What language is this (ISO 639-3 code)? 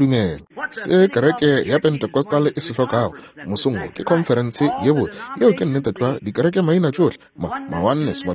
nso